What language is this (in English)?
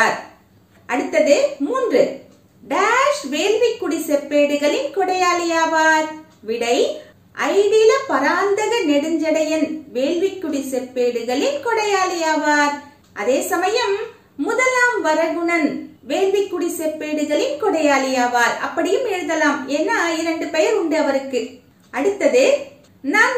Tamil